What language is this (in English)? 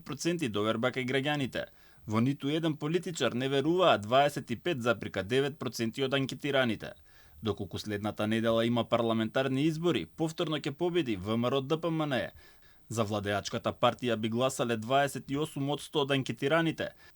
Macedonian